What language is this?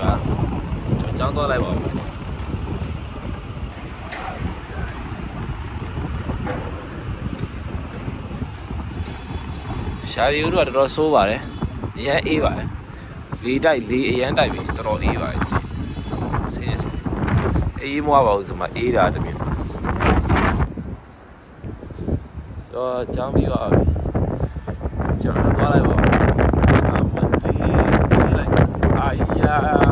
Burmese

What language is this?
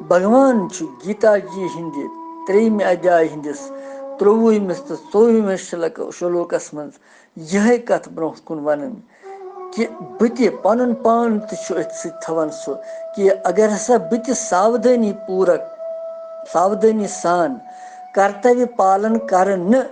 Kashmiri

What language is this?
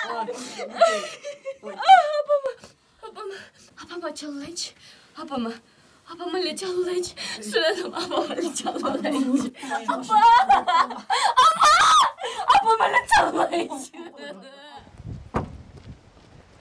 Kyrgyz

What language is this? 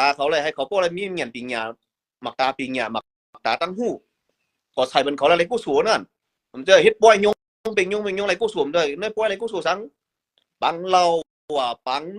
Shan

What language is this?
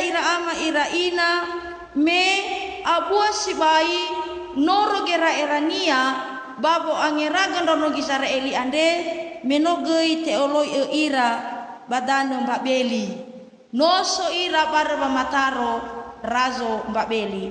Nias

